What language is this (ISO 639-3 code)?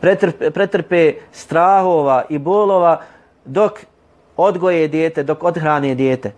bos